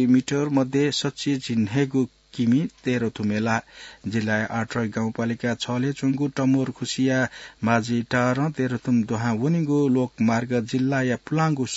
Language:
Newari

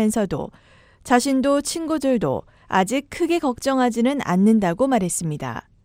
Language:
Korean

